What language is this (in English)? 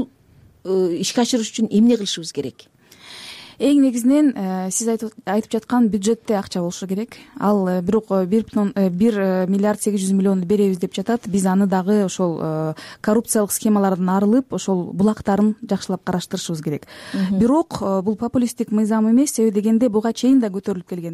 Kyrgyz